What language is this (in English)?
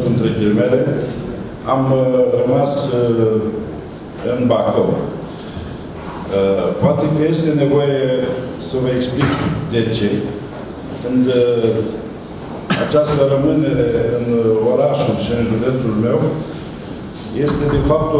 Romanian